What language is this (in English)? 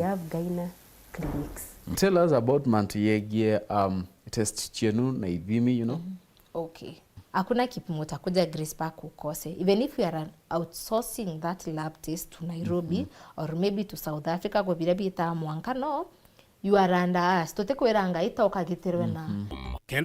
Meru